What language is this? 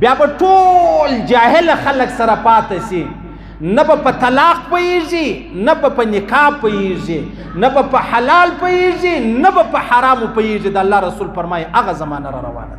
Pashto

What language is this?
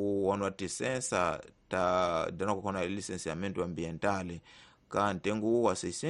Tsonga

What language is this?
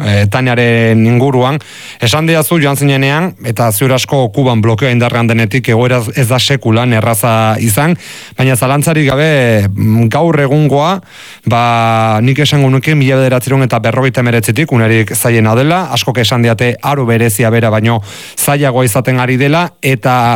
Basque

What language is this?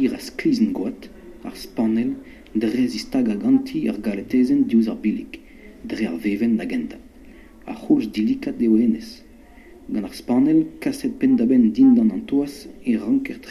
Breton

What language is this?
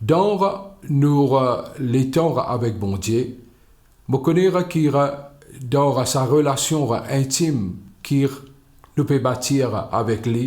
Morisyen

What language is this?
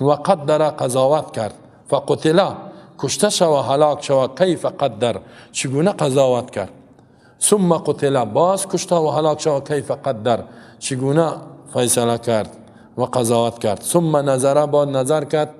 Persian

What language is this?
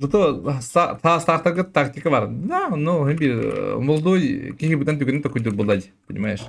Yakut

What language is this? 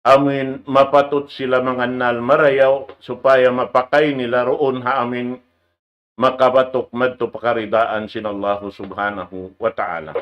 Tausug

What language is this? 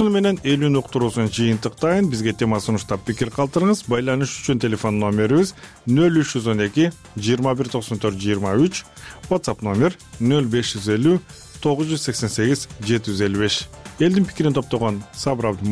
Kyrgyz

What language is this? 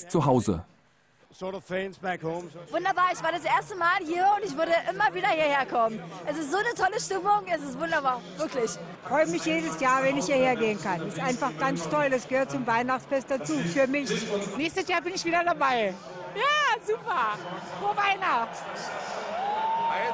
German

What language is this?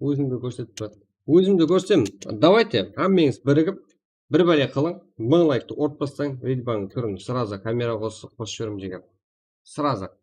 Kara-Kalpak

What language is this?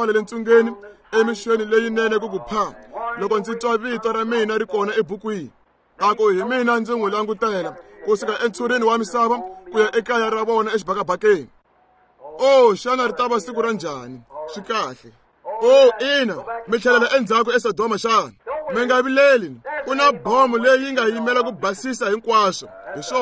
Tsonga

